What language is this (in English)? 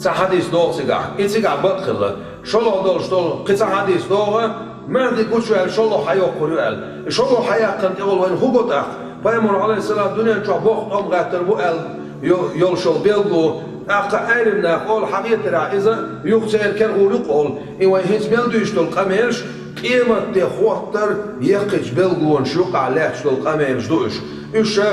Chechen